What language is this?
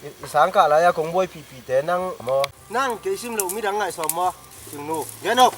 Tedim Chin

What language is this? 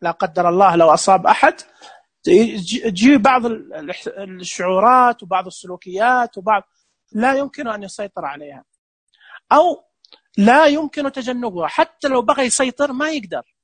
Najdi Arabic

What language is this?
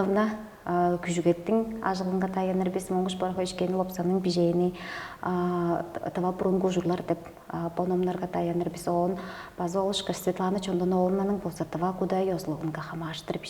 Tuvinian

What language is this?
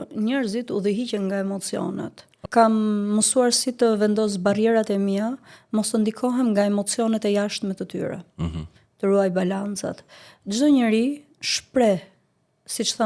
Albanian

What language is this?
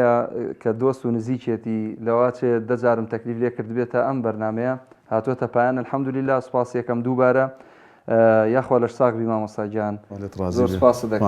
Central Kurdish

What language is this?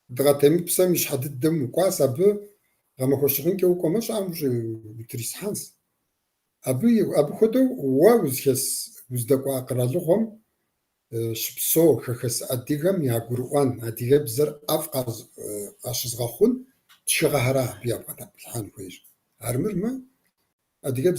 Kabardian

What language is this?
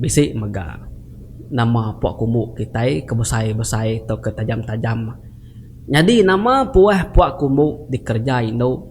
Iban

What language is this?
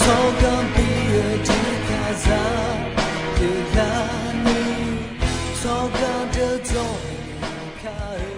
Akha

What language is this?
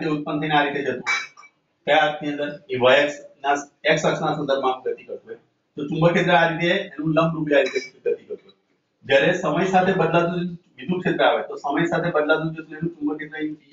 Gujarati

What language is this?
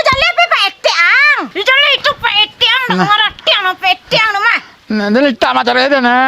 Minangkabau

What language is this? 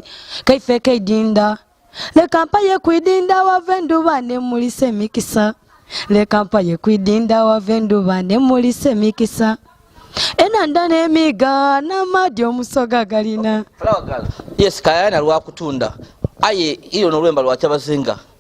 Soga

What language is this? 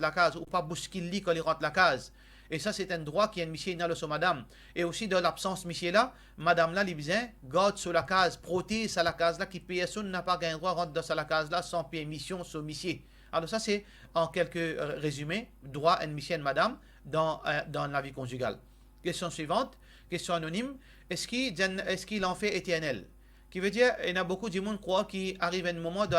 Morisyen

